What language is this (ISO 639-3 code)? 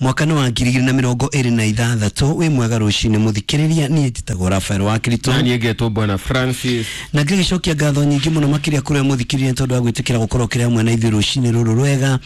kik